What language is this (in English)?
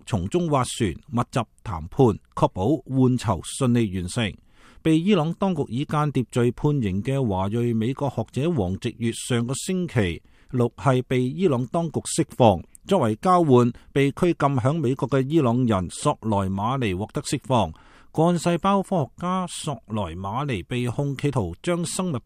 Cantonese